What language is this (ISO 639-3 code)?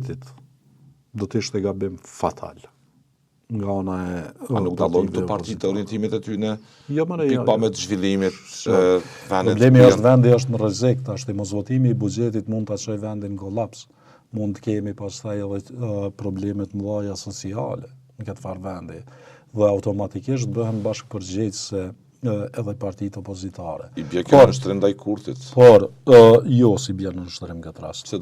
sqi